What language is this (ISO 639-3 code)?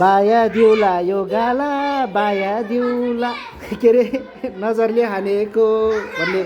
nep